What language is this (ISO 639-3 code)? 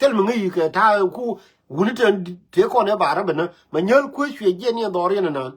nus